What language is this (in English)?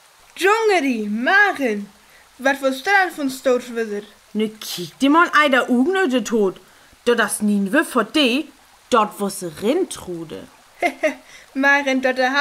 Northern Frisian